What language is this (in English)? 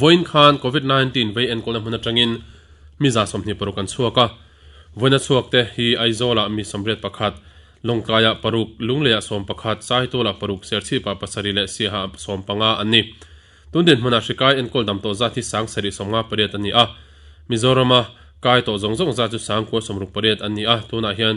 Mizo